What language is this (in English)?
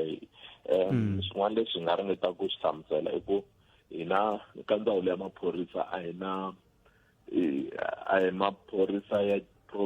Tsonga